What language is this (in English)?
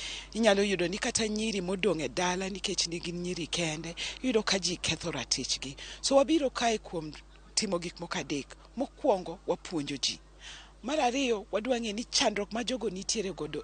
Luo (Kenya and Tanzania)